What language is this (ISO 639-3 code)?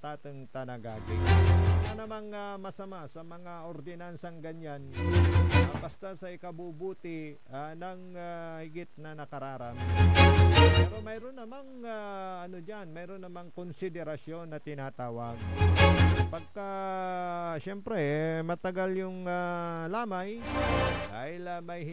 pag